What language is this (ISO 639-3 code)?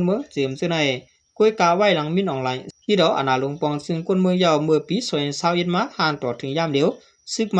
shn